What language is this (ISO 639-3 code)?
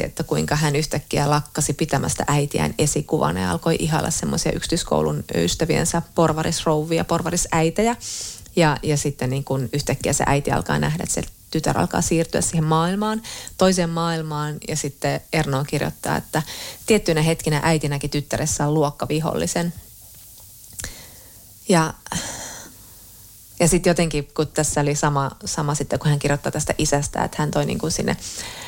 fin